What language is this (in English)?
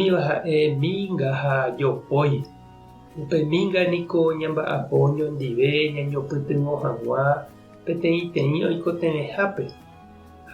Guarani